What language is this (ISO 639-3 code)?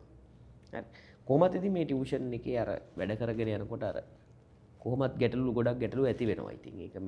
sin